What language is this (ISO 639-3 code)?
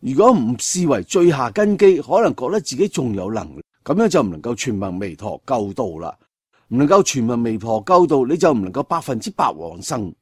yue